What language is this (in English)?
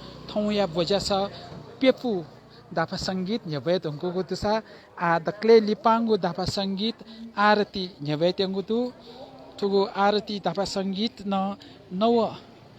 Newari